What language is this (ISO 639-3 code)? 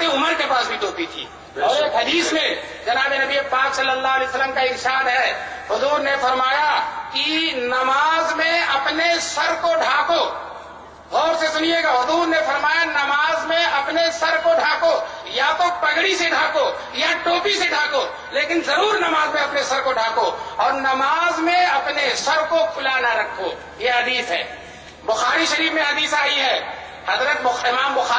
urd